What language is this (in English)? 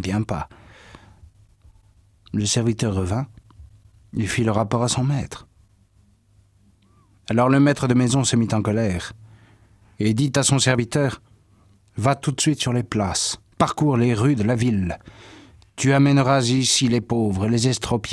French